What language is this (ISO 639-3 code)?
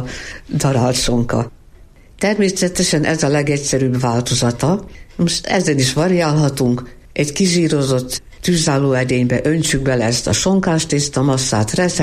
hun